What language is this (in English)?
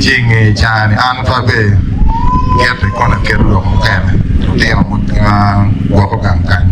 Acoli